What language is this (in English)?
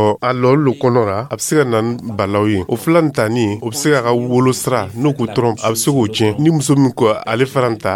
Dyula